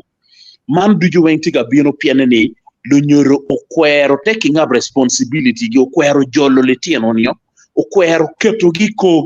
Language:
Acoli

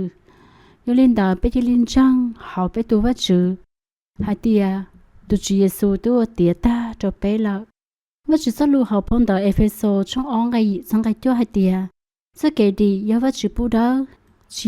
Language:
Hmong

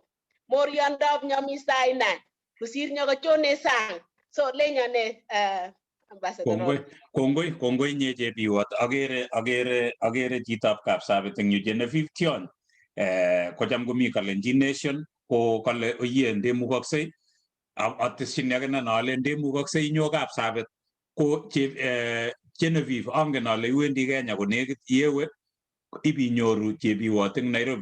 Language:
Kalenjin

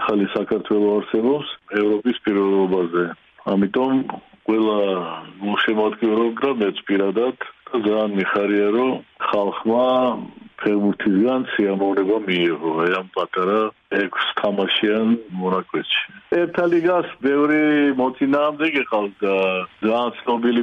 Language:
Georgian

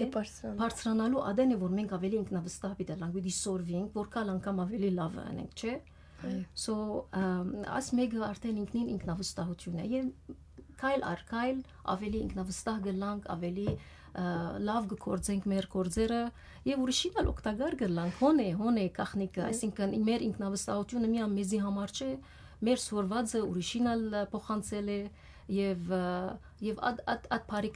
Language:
Western Armenian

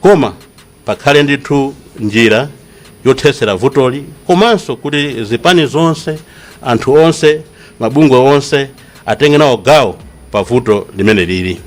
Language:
Nyanja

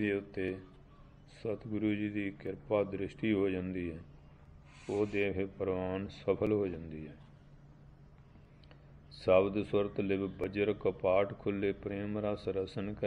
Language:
Punjabi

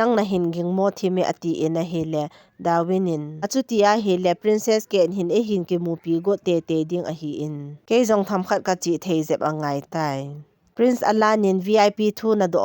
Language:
Thado Chin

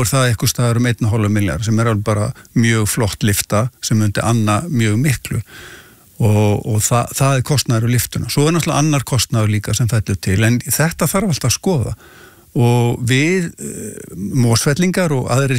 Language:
Icelandic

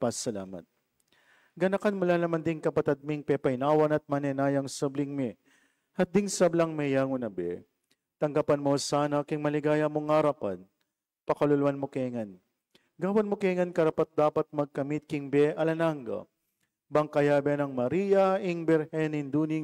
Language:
Pampanga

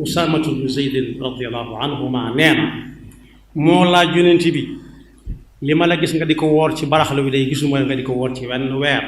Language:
Wolof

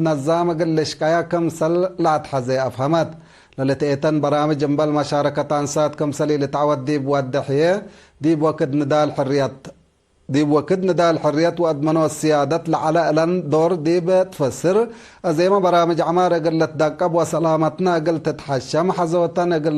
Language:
Tigre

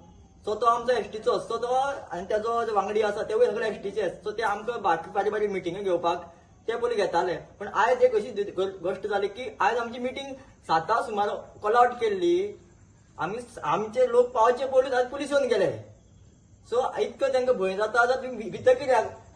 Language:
Konkani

